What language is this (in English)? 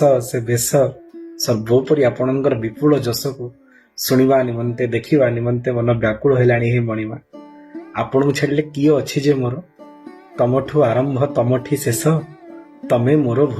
Odia